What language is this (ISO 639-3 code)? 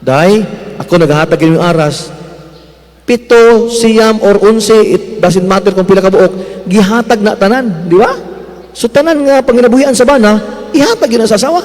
ceb